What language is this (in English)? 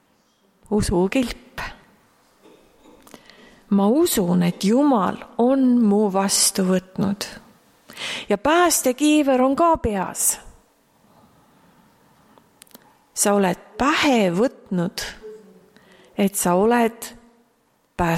Estonian